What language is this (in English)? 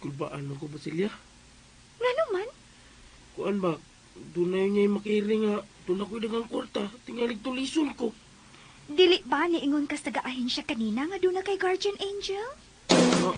Cebuano